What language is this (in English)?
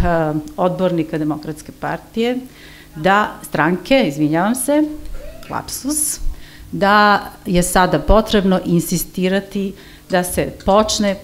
Serbian